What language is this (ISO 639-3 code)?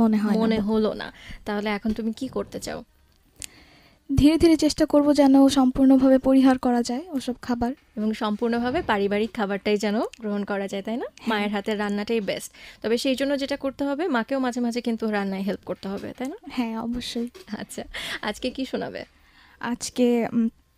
ben